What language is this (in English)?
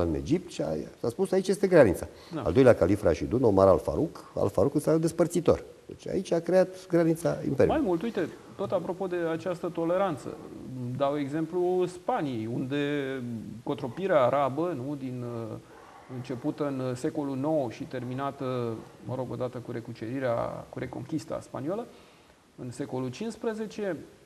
Romanian